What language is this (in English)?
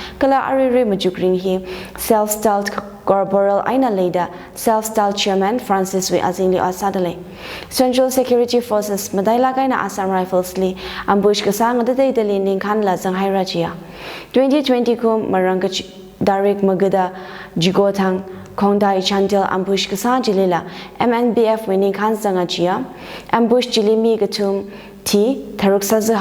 Tangkhul Naga (India)